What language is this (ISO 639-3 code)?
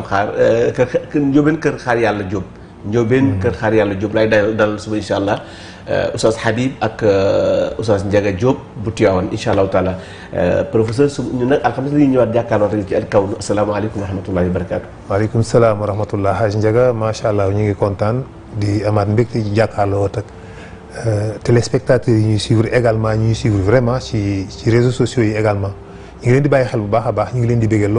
wol